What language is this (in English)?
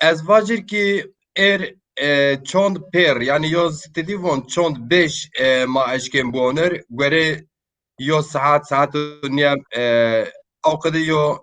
Zaza